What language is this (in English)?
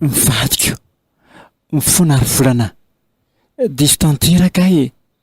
Malagasy